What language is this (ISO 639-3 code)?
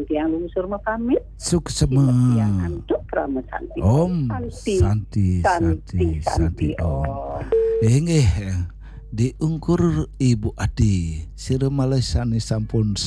ban